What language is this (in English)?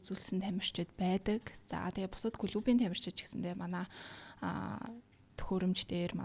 Mongolian